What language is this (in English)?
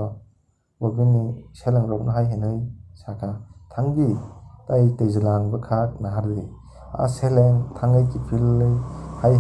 Kok Borok